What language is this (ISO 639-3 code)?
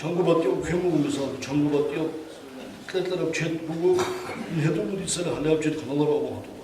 ava